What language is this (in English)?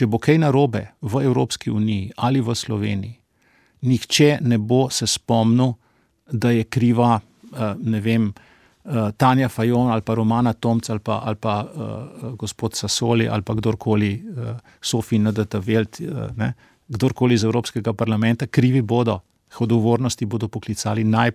Slovenian